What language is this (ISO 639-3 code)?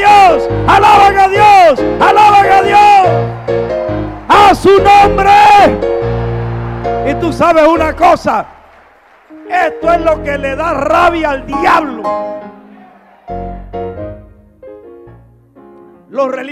spa